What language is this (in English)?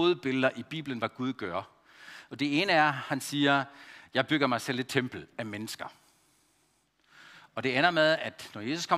Danish